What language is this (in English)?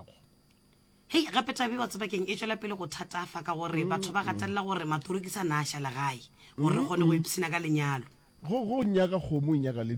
Northern Sotho